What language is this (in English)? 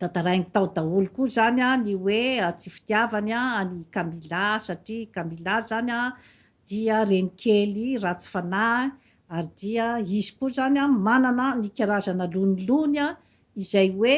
Malagasy